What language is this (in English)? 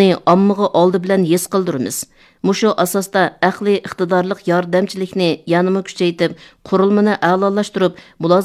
Uyghur